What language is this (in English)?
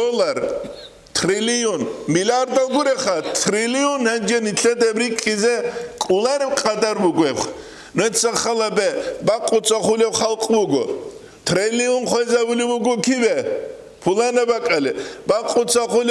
Avaric